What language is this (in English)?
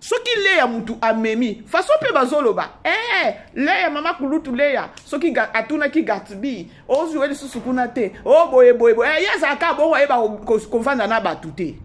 Lingala